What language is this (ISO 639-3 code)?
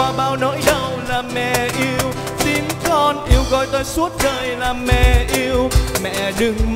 vie